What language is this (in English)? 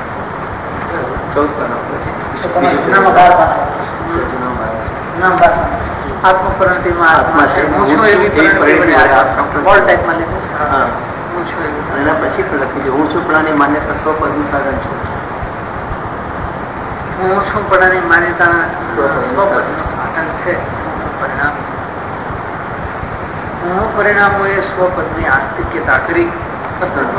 Gujarati